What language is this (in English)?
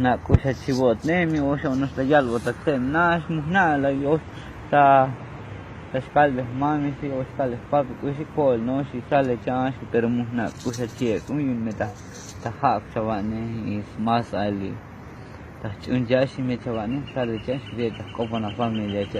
Tzotzil